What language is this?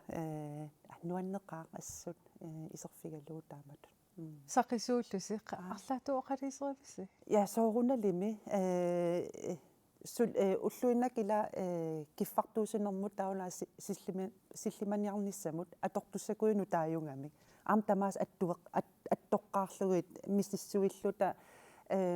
Kalaallisut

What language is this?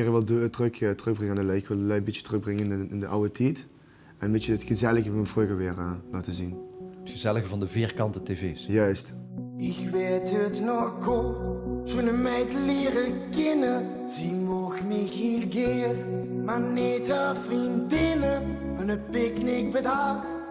Limburgish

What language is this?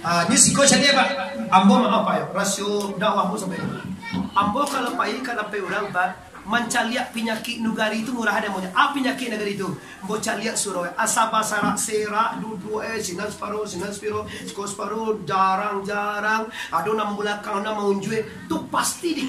Minangkabau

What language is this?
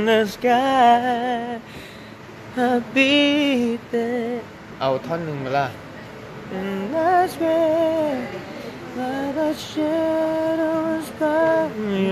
Thai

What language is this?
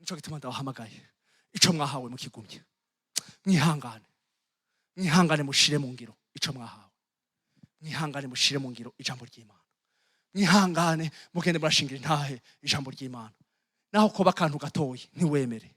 Rundi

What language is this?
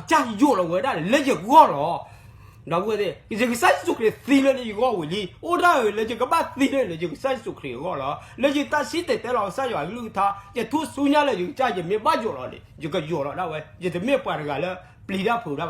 S'gaw Karen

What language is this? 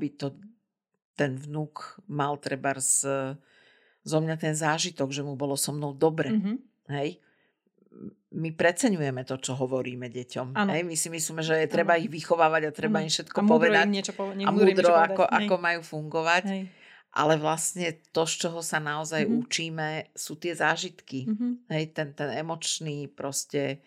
Slovak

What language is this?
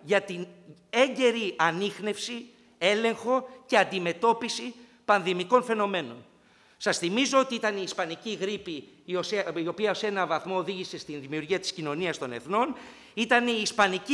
Greek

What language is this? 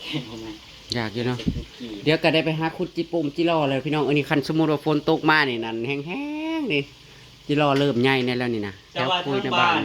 Northeastern Thai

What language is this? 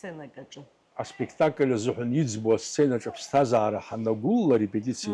Abkhazian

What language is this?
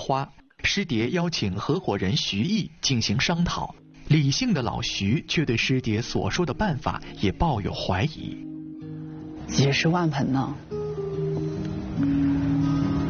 Chinese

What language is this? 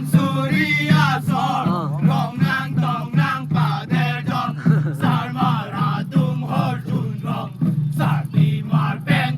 Karbi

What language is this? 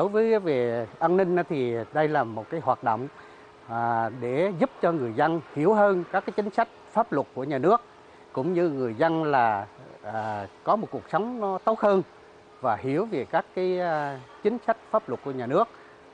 Vietnamese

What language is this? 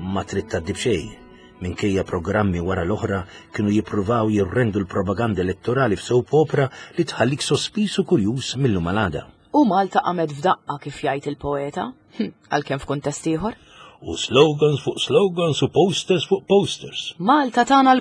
Maltese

